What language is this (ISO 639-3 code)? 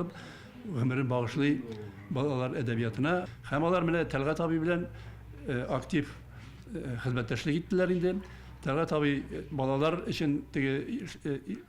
tat